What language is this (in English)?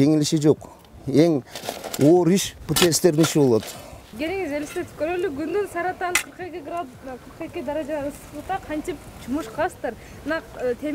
Kyrgyz